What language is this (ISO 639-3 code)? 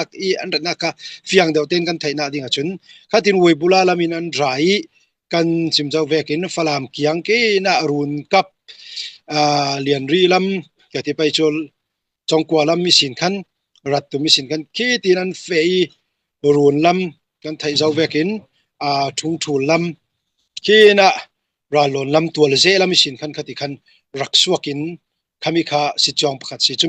cfm